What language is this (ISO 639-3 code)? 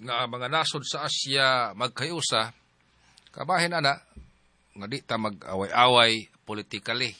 ceb